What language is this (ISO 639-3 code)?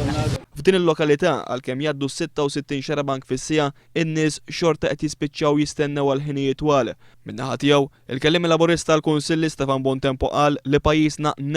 mlt